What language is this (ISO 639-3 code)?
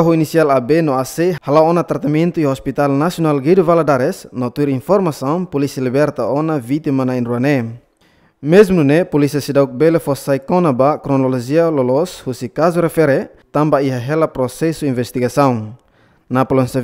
tet